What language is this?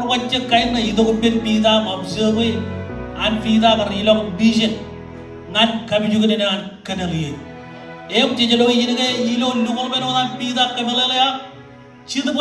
Marshallese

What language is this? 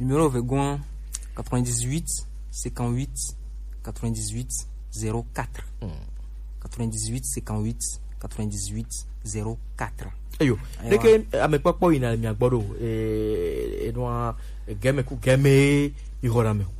Gen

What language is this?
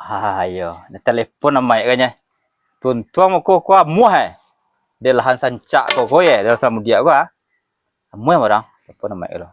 Minangkabau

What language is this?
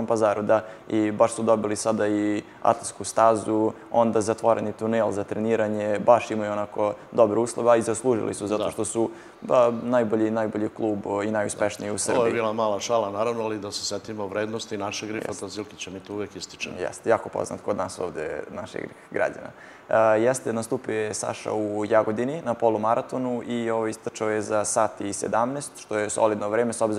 Serbian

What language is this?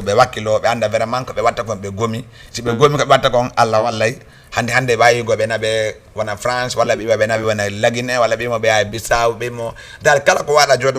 Fula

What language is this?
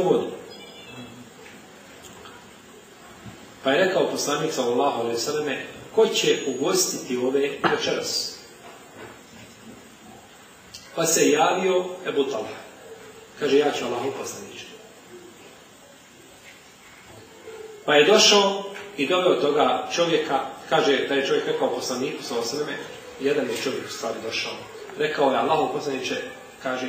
Bosnian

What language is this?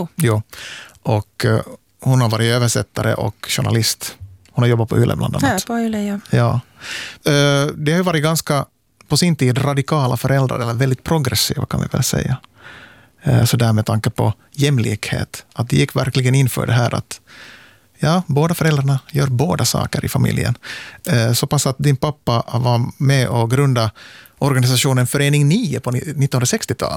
Swedish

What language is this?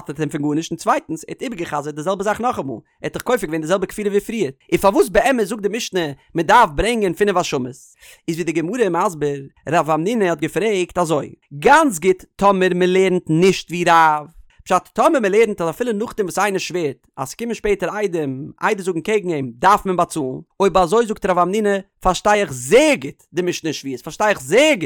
Yiddish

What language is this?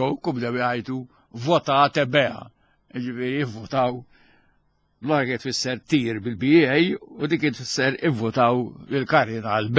Maltese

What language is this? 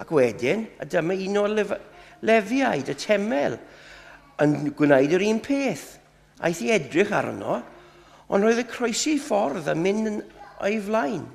Welsh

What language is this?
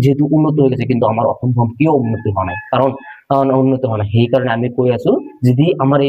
Assamese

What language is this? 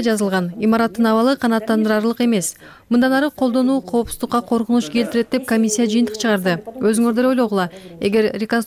Kyrgyz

